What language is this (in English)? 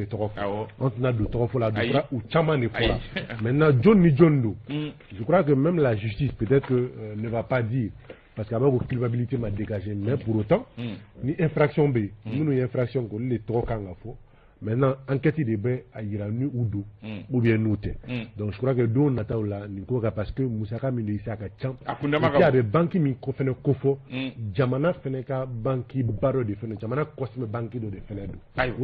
Bambara